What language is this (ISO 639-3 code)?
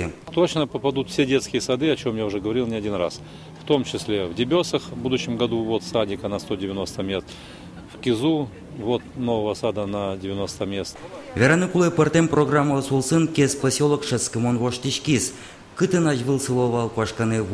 udm